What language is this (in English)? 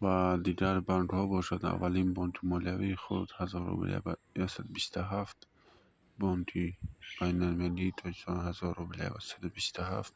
Tajik